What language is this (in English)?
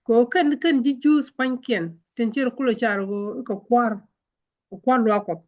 Nuer